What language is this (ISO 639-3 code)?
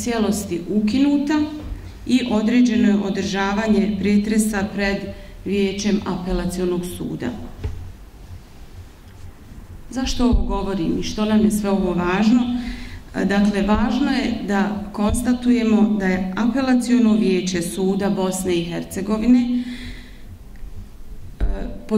bos